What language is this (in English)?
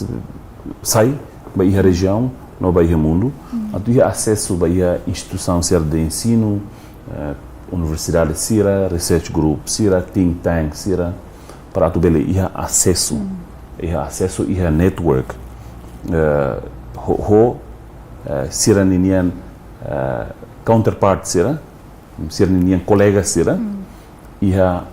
Tetum